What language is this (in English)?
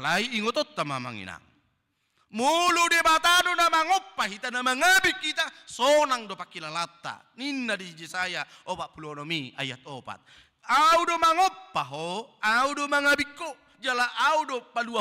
Batak Toba